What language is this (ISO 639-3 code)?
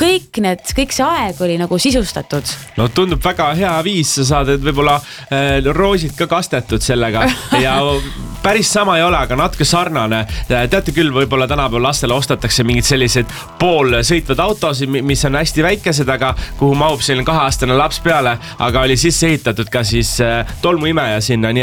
est